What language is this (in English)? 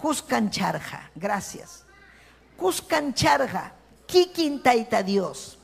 Ayacucho Quechua